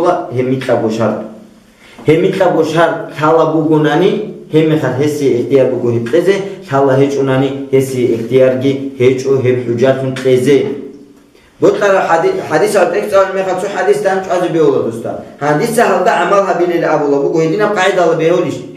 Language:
Avaric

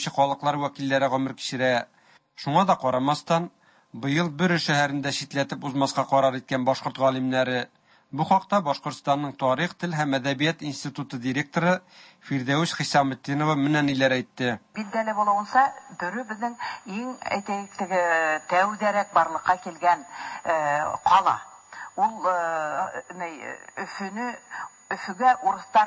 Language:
Tatar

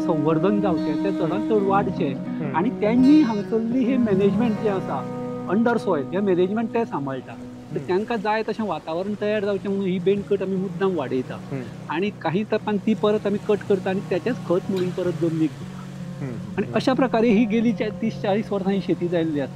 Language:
Konkani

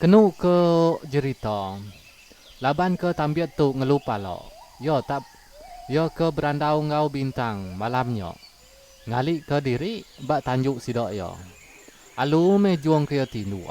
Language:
Iban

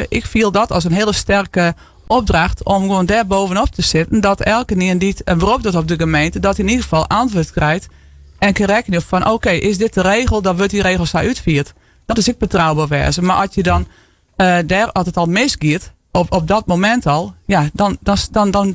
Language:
Western Frisian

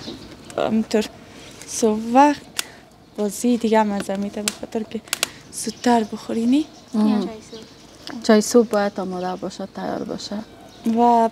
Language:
Persian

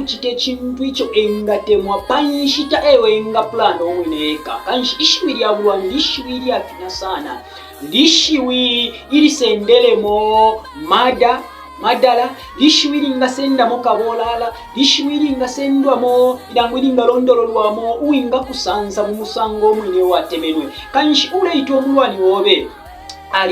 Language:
Bemba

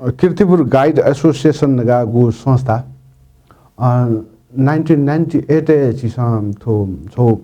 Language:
Newari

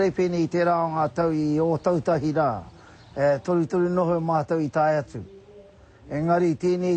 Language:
Māori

